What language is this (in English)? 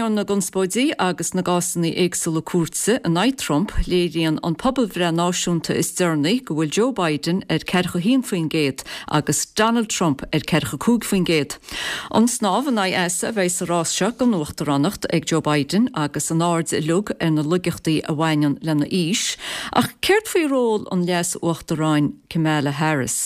Irish